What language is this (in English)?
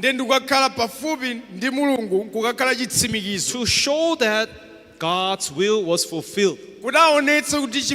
Nyanja